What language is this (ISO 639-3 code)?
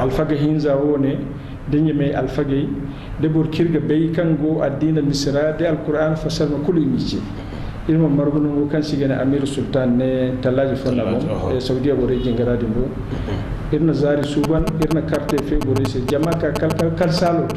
dje